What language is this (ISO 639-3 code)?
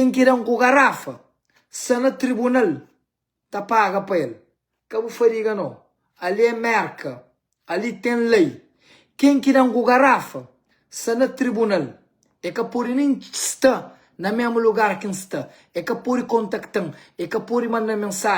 kea